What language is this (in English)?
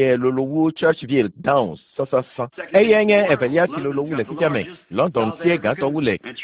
Ewe